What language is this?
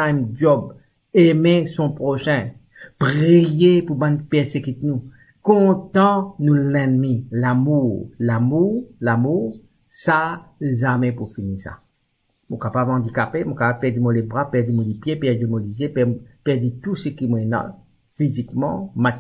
Morisyen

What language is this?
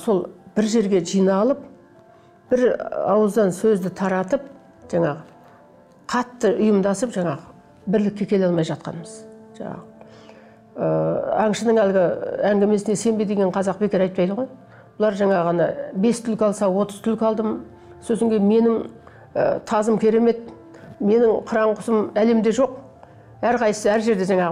Kazakh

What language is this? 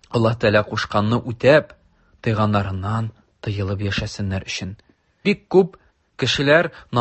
Tatar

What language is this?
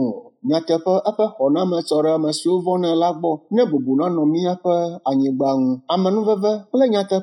Ewe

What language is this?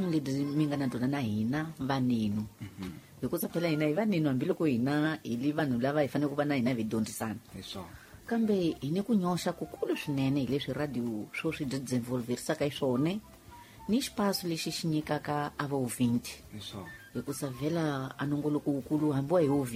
Tsonga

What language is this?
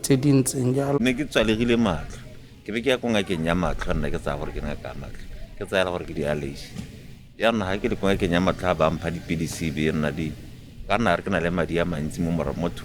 Tswana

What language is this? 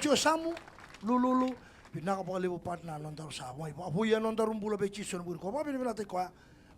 Fijian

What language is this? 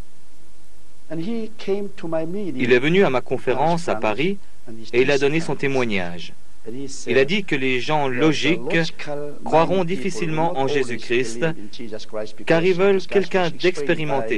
French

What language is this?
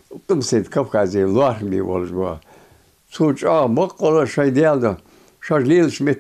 Ingush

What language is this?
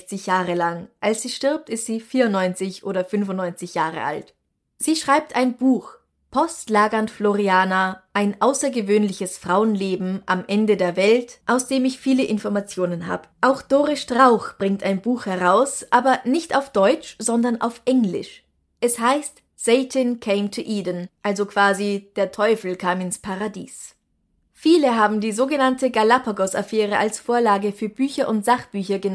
German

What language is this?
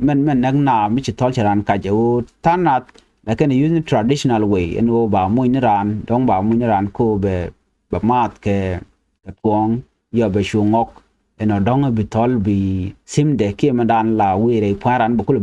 Nuer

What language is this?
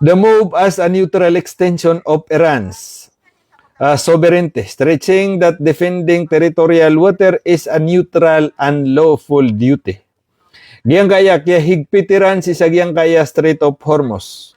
Maranao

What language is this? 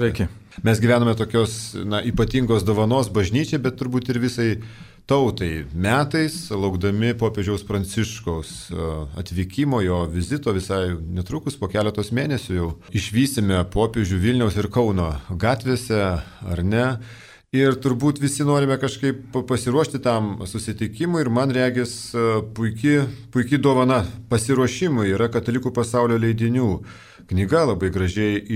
Lithuanian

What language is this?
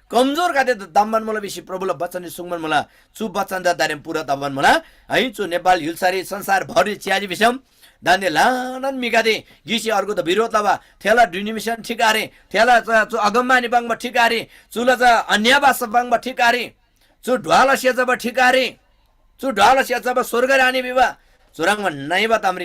Eastern Tamang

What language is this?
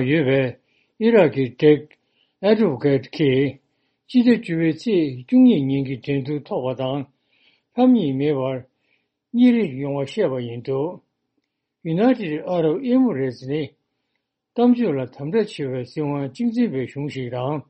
Tibetan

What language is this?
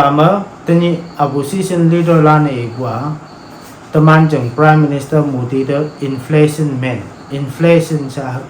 Konyak Naga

